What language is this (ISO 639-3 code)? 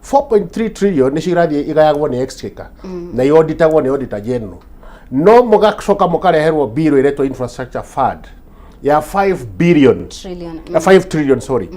kik